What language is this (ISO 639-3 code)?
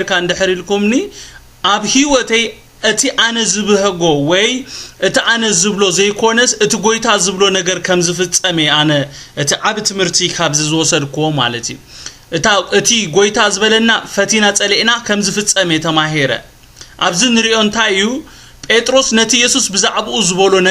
tir